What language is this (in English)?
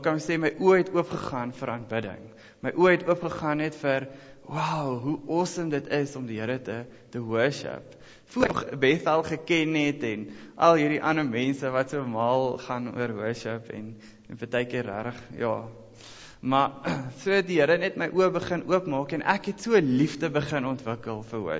Afrikaans